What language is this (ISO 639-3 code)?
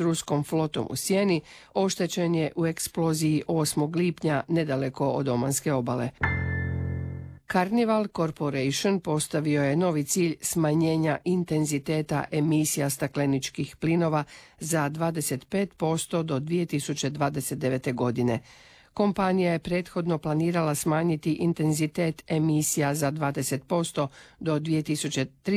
hrv